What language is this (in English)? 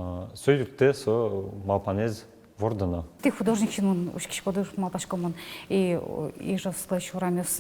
Udmurt